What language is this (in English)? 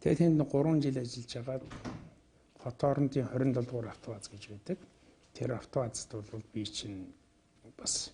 Mongolian